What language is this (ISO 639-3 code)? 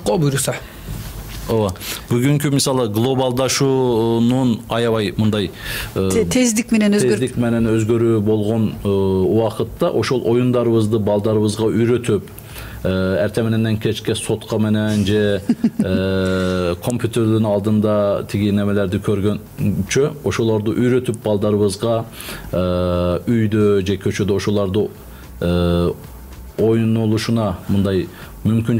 kir